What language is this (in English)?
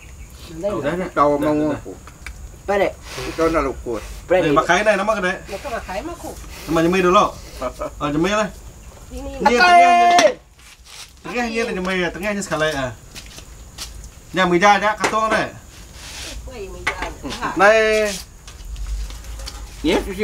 Malay